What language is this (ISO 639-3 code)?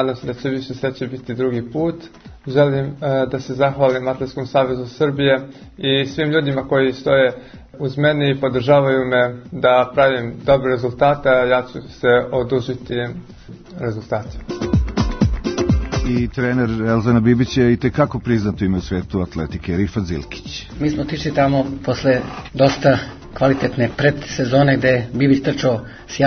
srp